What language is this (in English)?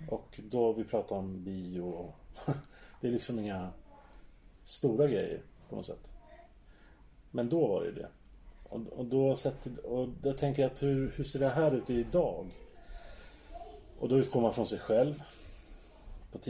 Swedish